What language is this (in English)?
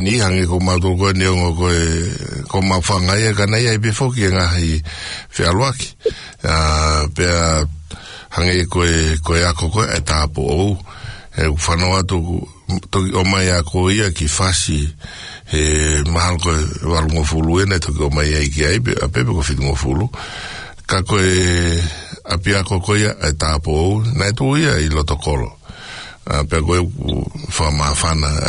Tongan